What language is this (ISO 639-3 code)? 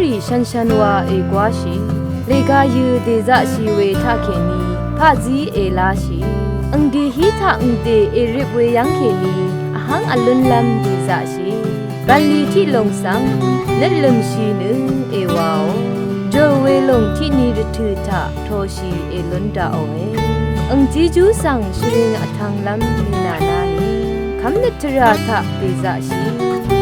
raw